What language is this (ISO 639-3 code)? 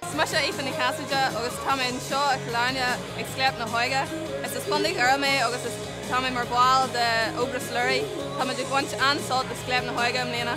gle